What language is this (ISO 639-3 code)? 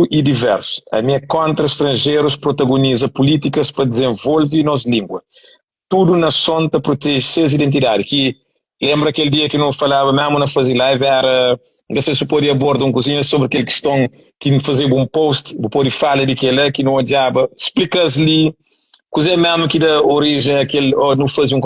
kea